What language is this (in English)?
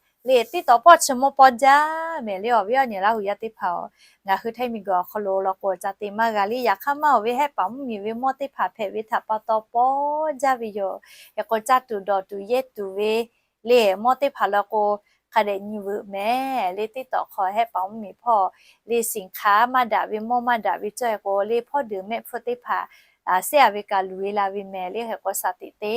Lahu